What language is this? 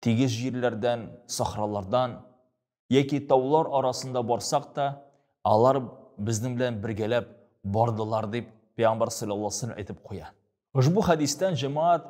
Tatar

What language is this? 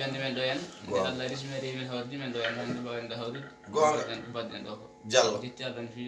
Fula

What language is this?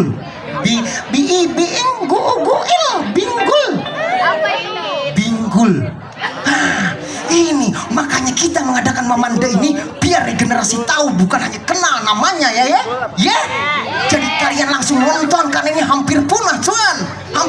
Banjar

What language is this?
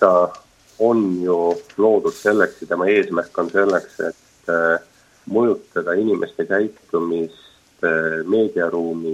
Estonian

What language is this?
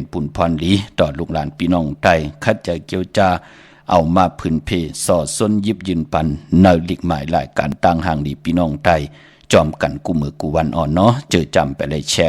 Shan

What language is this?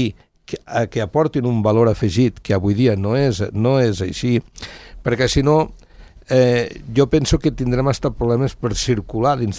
Catalan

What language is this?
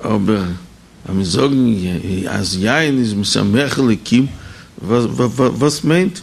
Yiddish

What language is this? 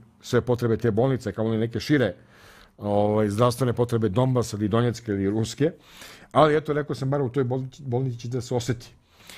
Serbian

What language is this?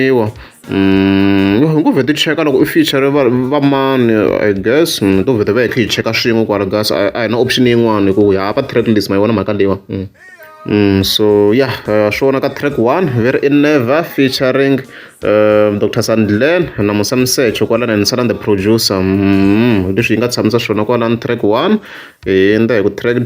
Tsonga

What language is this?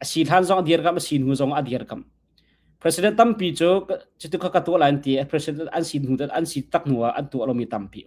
Hakha Chin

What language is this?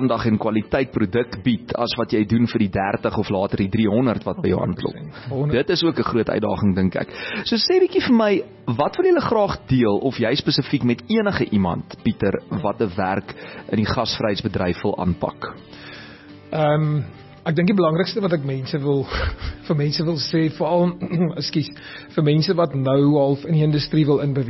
Afrikaans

